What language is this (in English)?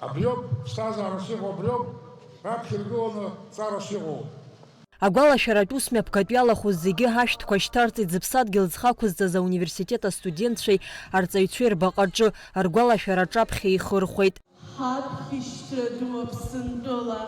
Abkhazian